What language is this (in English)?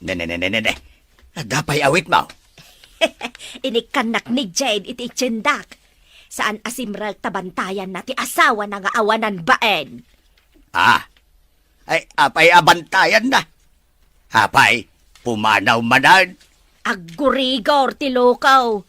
Iloko